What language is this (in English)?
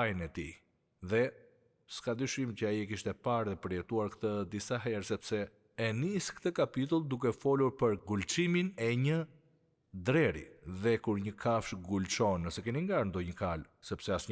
Albanian